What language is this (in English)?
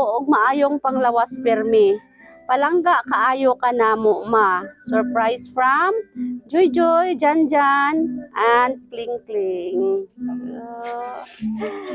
Cebuano